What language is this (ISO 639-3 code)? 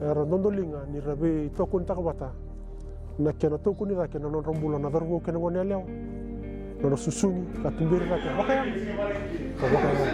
fij